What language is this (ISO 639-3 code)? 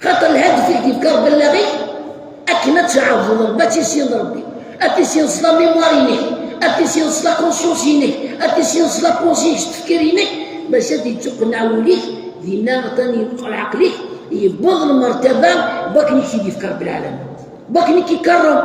kab